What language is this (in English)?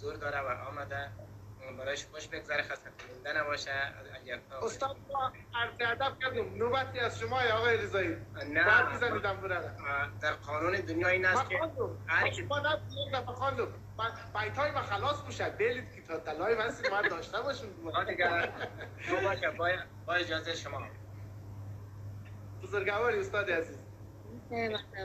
Persian